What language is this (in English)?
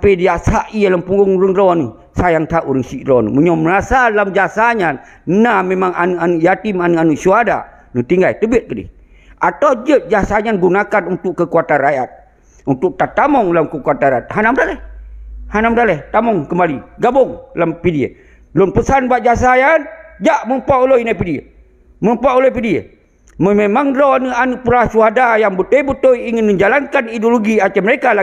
Achinese